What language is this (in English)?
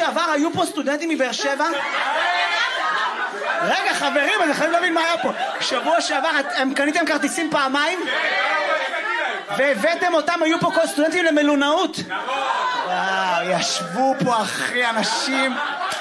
Hebrew